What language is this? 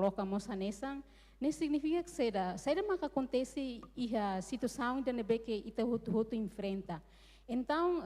Tetum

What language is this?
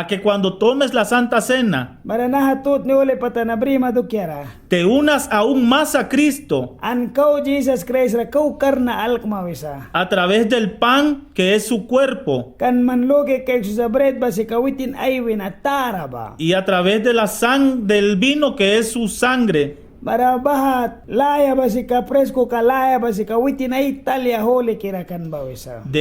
Mískito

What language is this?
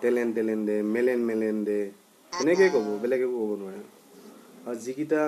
Assamese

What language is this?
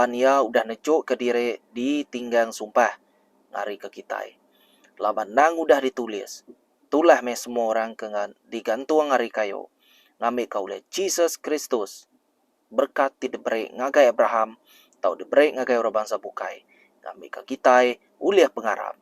Iban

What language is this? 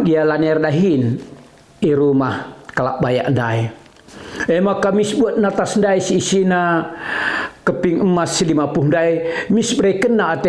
Batak Karo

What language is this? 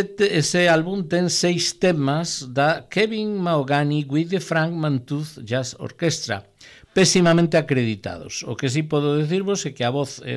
Galician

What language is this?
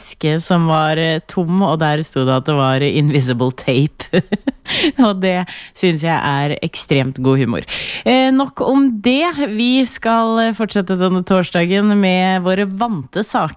Norwegian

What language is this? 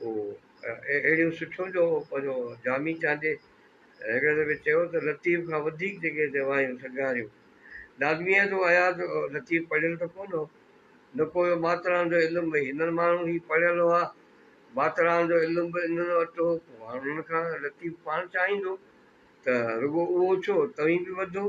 Sindhi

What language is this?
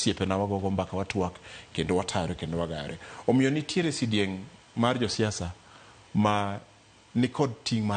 Luo (Kenya and Tanzania)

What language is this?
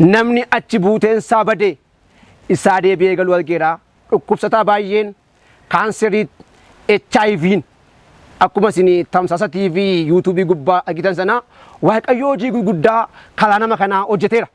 Oromo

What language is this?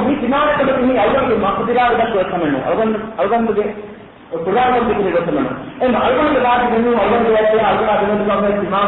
Divehi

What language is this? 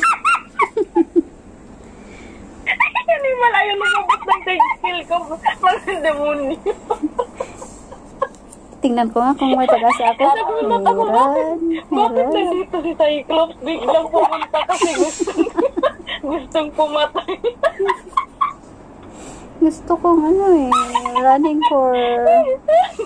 Filipino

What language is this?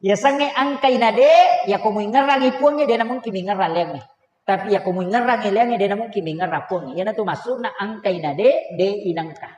Buginese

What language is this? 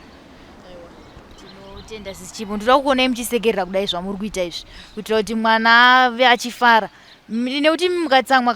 Shona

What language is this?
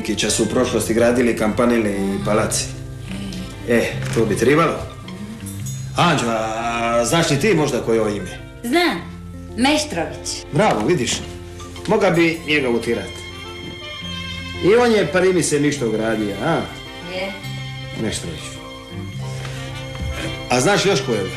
Croatian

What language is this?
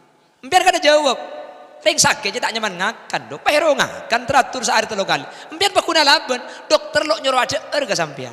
Madurese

